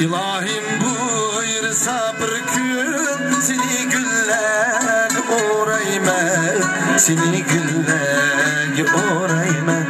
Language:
Uyghur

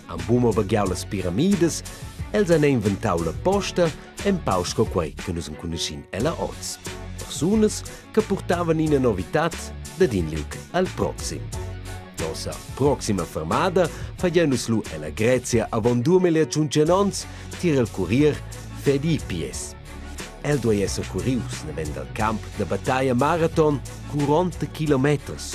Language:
Romansh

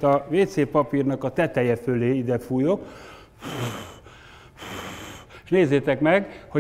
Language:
Hungarian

